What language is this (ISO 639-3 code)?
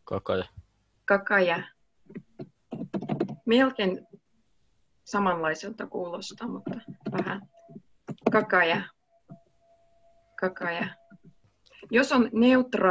fin